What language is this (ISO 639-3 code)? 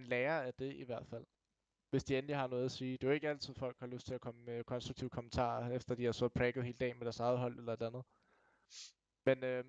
dan